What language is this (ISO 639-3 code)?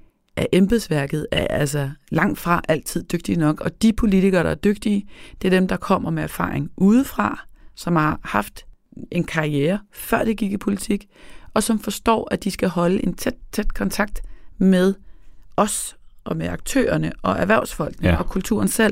dan